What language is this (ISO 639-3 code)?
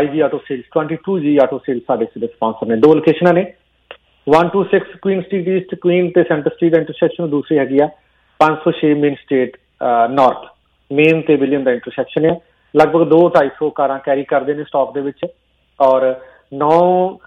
pan